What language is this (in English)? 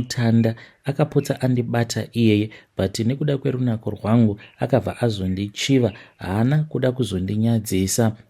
Shona